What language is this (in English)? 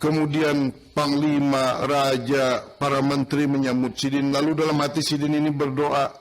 Banjar